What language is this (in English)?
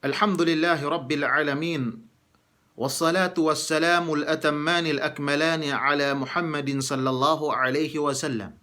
Yakan